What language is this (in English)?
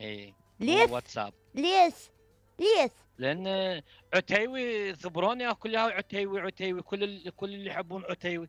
Mesopotamian Arabic